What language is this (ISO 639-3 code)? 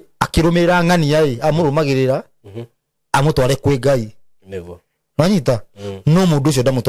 kik